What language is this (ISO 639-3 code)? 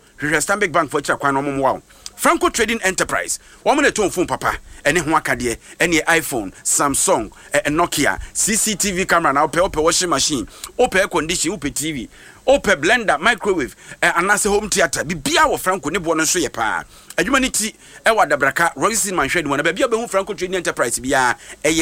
aka